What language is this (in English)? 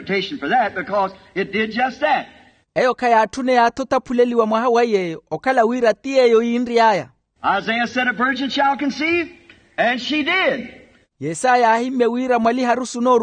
Makhuwa